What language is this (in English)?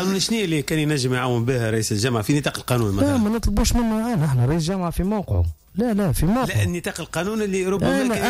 Tunisian Arabic